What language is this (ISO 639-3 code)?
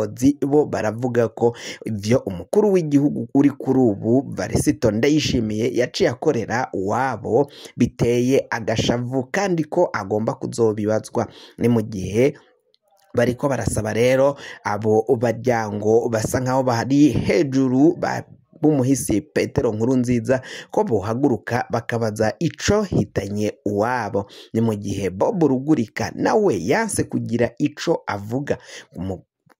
run